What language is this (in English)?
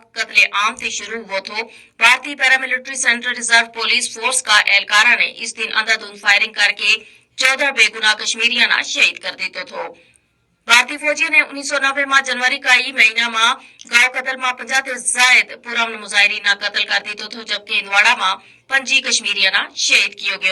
Gujari